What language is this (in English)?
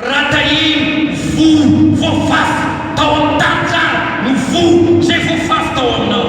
Malagasy